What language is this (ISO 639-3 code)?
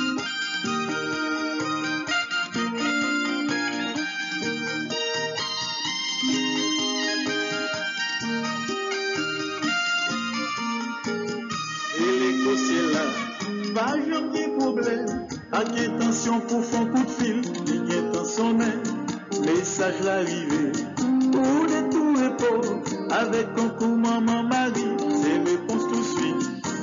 fra